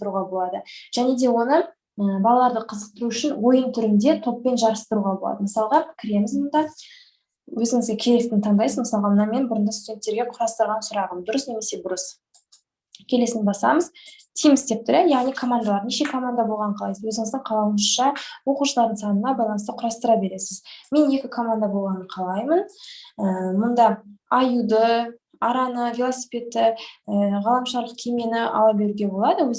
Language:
Kazakh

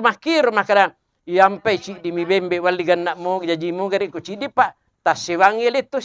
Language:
Buginese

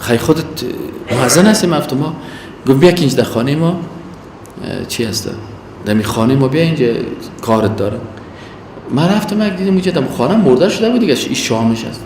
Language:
Persian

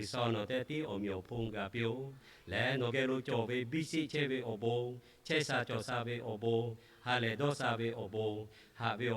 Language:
Lahu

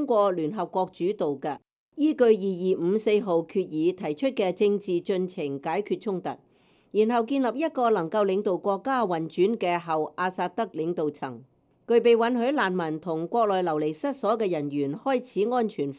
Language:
Cantonese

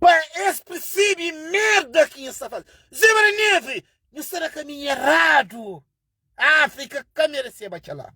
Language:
Kabuverdianu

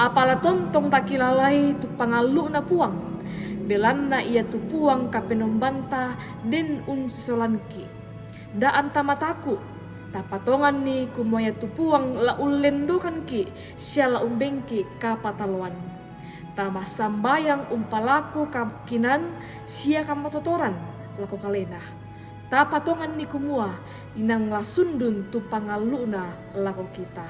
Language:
Toraja-Sa'dan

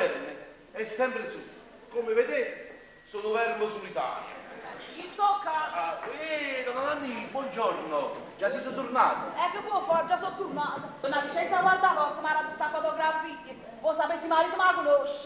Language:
Neapolitan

